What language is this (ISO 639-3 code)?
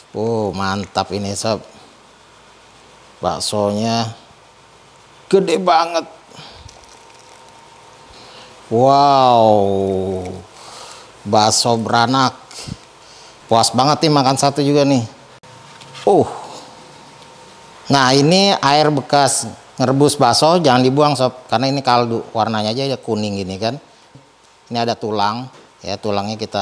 ind